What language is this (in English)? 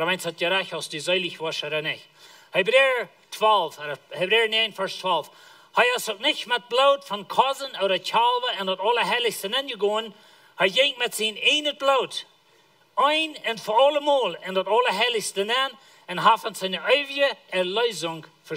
Plautdietsch